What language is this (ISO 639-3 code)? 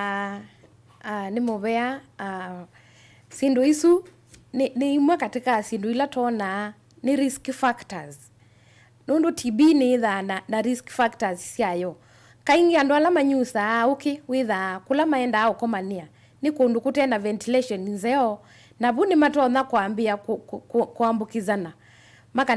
kam